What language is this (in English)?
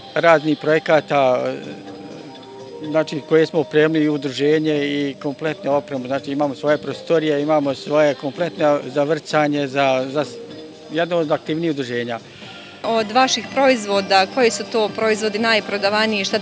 Bosnian